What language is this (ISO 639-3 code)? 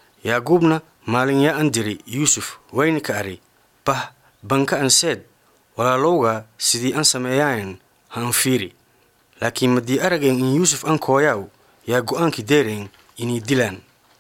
som